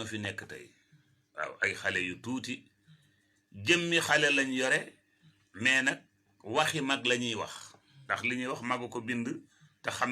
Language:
Wolof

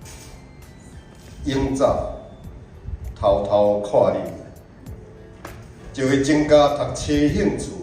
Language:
Min Nan Chinese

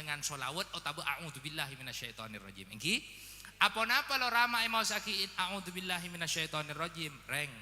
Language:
Madurese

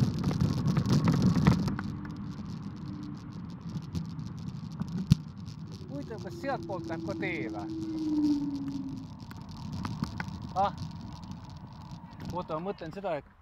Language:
Estonian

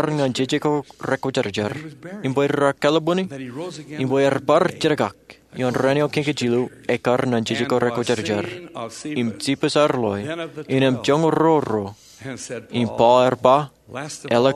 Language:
Marshallese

